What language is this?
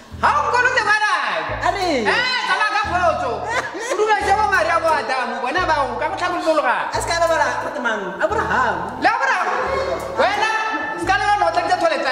Tswana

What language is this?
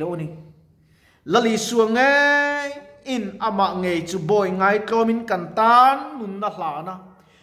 Mizo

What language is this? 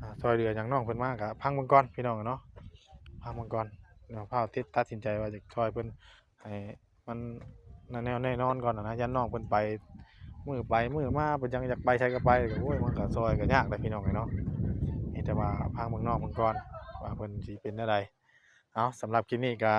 Northeastern Thai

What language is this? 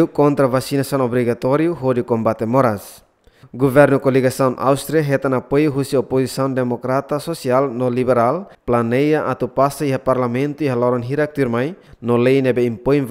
Tetum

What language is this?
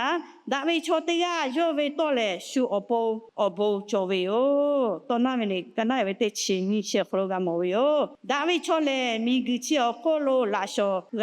Lahu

